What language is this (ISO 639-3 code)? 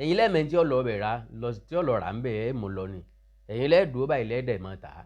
yor